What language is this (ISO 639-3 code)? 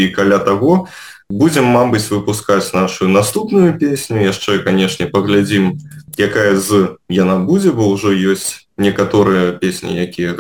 bel